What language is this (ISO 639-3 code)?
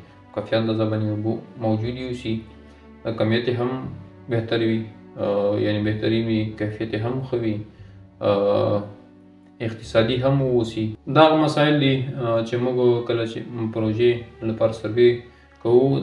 pus